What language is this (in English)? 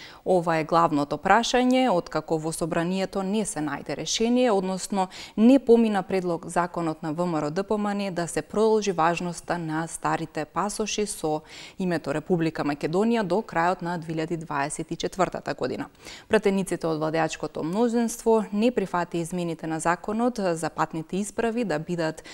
Macedonian